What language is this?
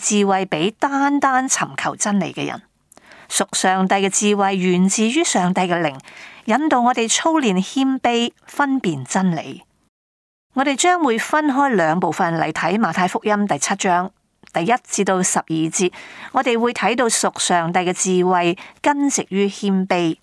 Cantonese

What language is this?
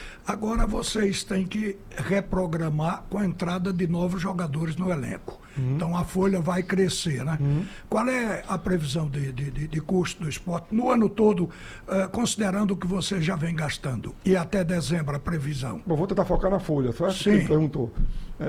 Portuguese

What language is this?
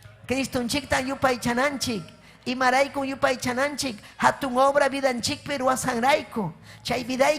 Ayacucho Quechua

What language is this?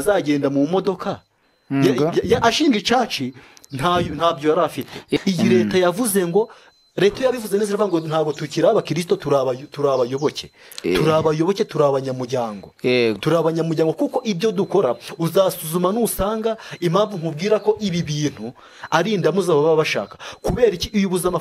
Kinyarwanda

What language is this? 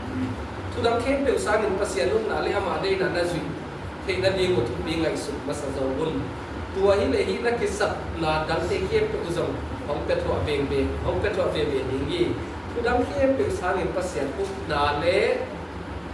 Tedim Chin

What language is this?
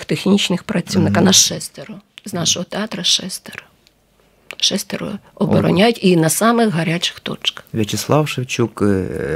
Ukrainian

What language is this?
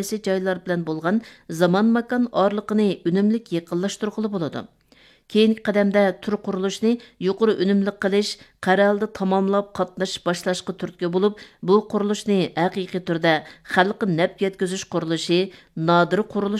Uyghur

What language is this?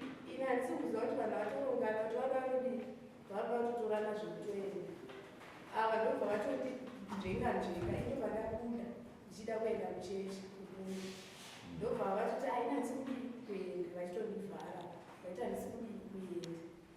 Shona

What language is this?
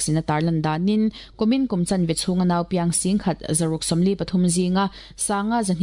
Mizo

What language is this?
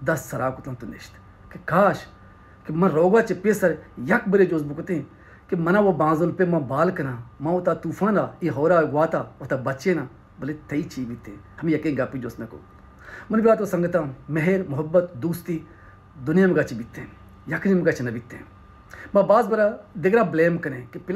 Baluchi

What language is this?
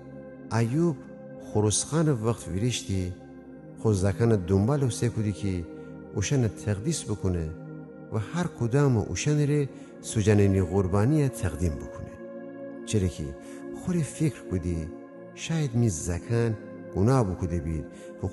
Gilaki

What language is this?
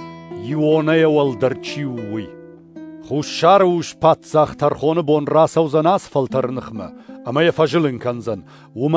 Ossetic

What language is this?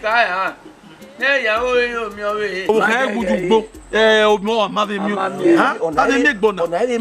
Bini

